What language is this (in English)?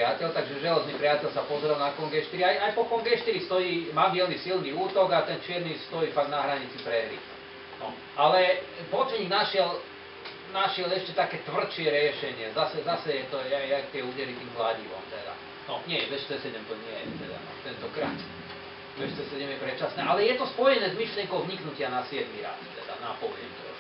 Slovak